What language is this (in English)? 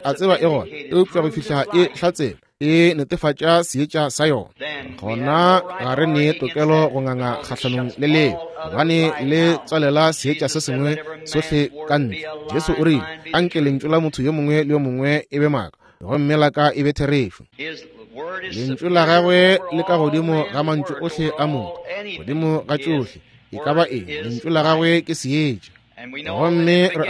Northern Sotho